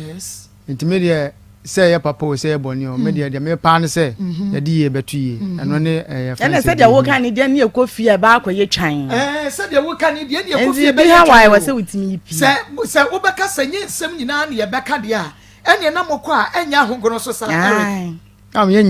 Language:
Akan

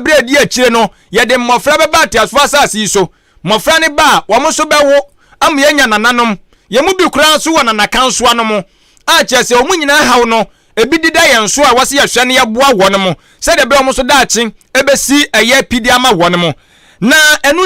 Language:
Akan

